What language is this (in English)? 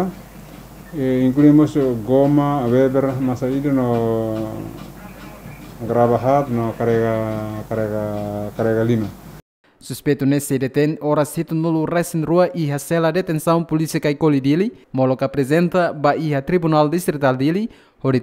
Tetum